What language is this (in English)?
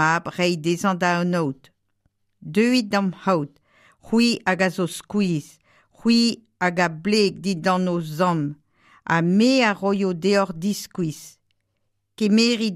Breton